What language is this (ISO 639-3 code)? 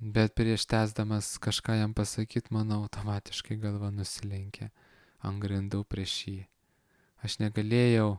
lit